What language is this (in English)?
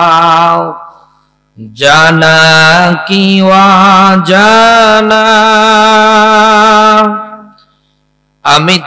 Bangla